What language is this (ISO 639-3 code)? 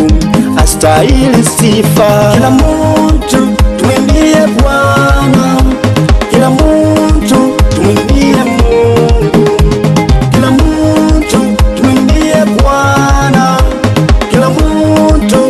swa